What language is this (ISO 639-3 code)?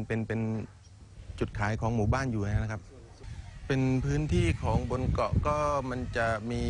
tha